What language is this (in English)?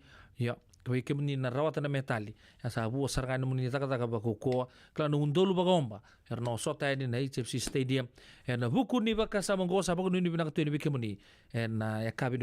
Fijian